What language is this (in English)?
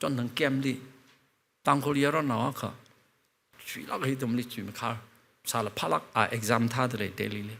Tangkhul Naga (India)